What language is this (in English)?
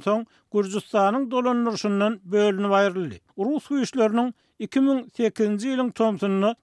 Turkmen